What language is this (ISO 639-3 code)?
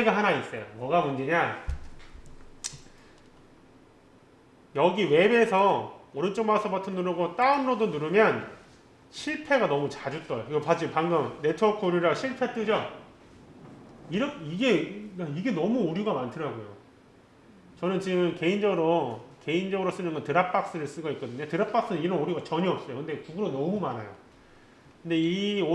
kor